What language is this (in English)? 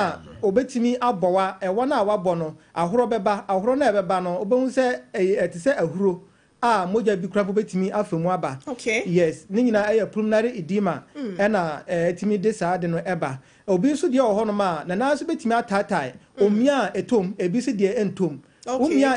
Akan